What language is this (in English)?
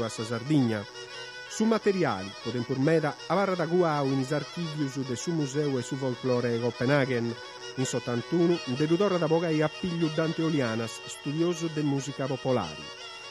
Sardinian